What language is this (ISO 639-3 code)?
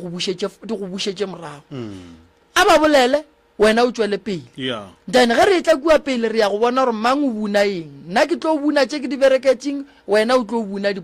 nso